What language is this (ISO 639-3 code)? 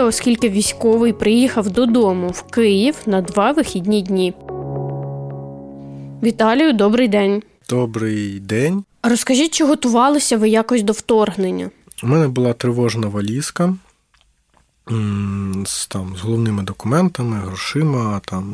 ukr